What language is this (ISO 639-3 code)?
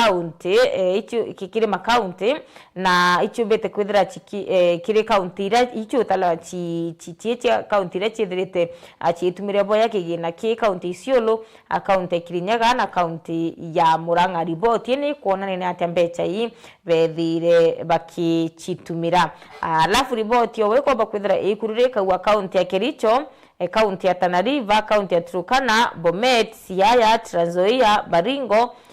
mer